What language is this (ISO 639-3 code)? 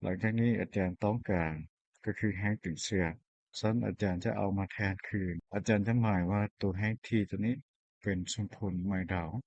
lao